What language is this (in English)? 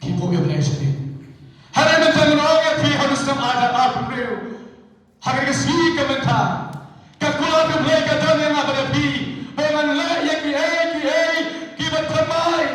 Khasi